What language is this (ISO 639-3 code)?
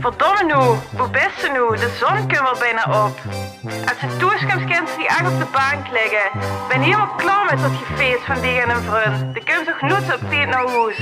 lim